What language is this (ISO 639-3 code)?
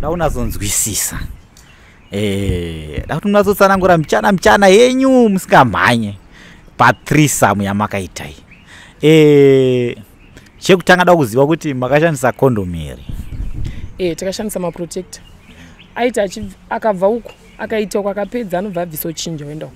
sna